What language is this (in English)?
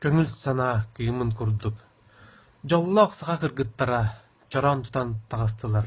Yakut